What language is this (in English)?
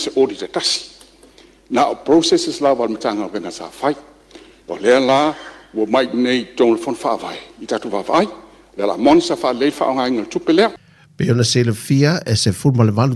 Samoan